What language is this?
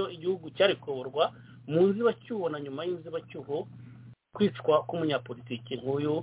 Kinyarwanda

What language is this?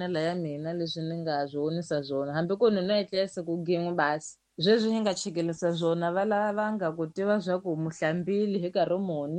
Tsonga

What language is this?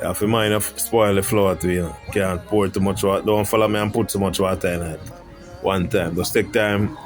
Jamaican Creole English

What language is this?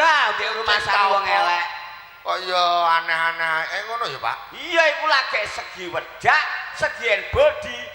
Javanese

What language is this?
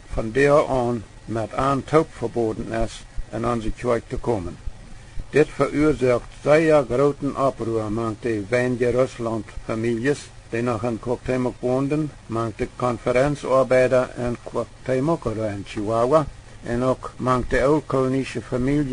Plautdietsch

